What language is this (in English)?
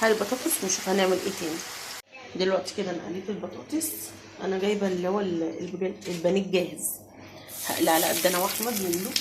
Egyptian Arabic